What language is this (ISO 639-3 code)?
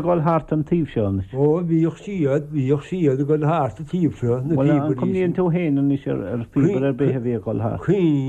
gle